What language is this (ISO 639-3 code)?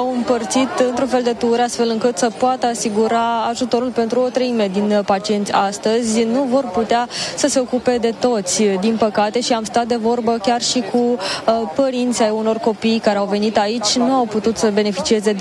ron